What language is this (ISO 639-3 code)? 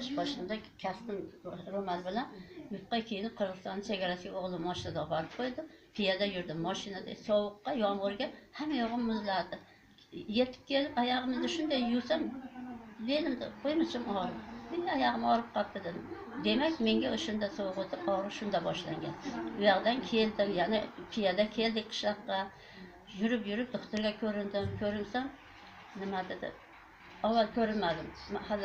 uzb